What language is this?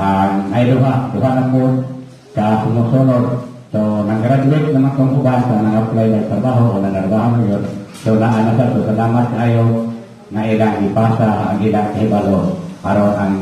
Cebuano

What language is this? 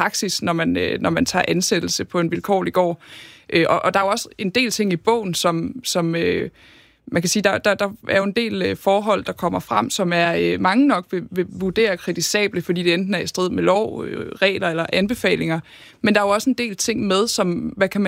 Danish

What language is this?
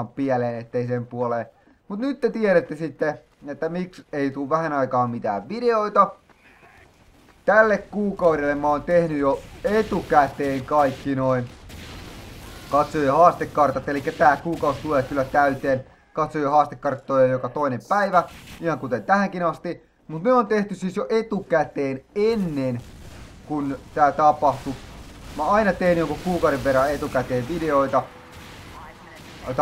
Finnish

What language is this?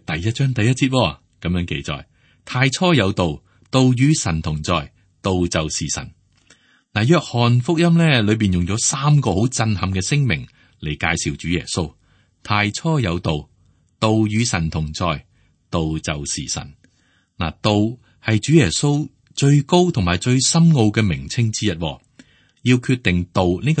Cantonese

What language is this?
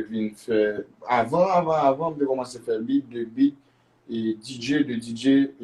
Haitian Creole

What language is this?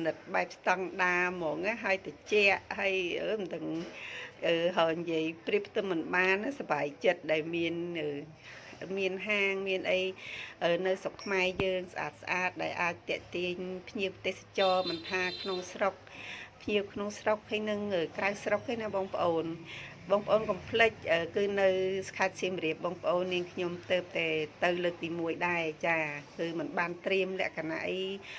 Khmer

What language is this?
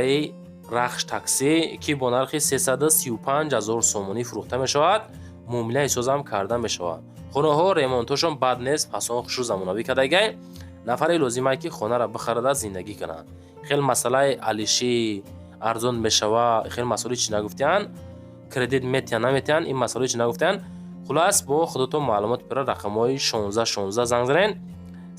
Tajik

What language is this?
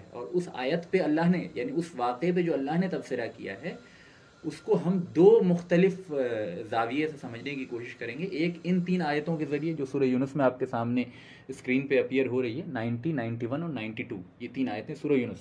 Urdu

